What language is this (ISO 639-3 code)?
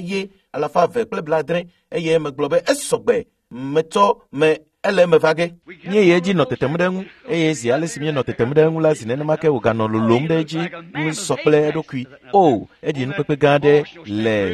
ewe